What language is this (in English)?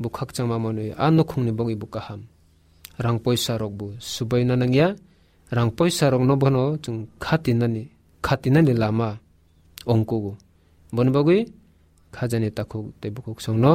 Kok Borok